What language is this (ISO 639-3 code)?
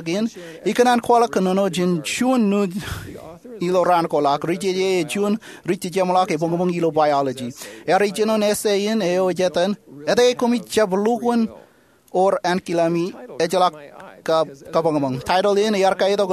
mah